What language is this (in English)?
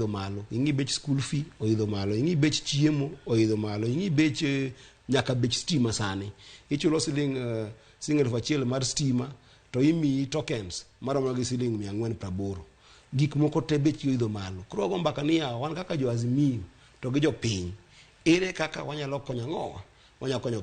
Luo (Kenya and Tanzania)